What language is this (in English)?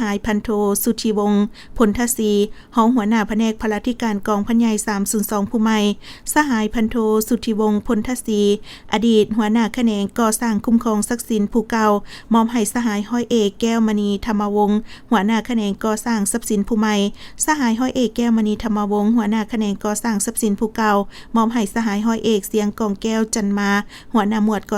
Lao